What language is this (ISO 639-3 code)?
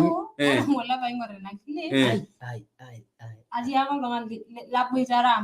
mas